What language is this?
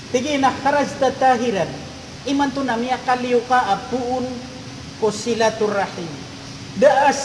Maranao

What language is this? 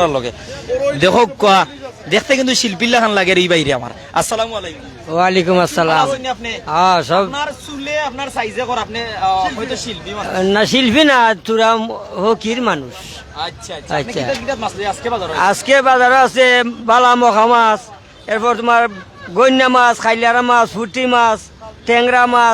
Sylheti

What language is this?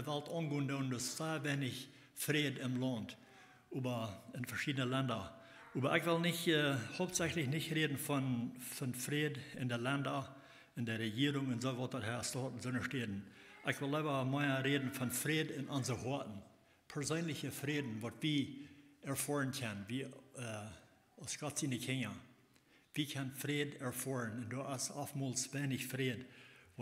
Plautdietsch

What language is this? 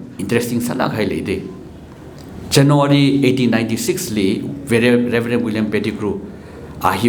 Tangkhul Naga (India)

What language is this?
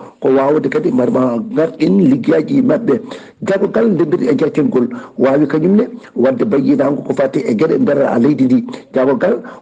Fula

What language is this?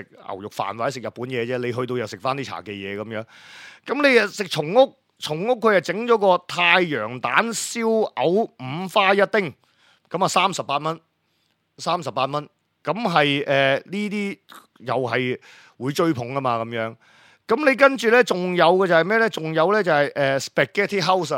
Cantonese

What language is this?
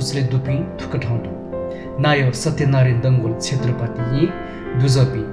Newari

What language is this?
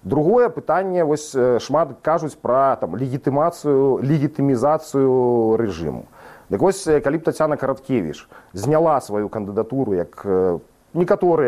Belarusian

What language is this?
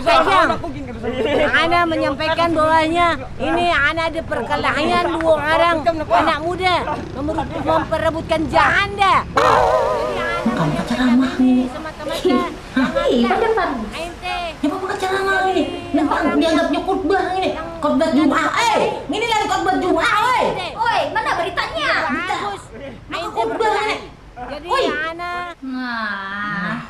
Banjar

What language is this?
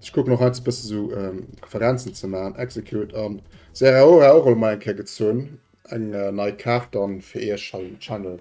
Luxembourgish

